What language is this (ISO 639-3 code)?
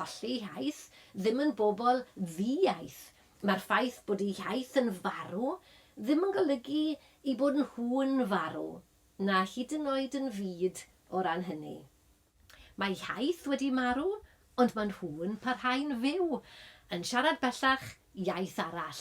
cym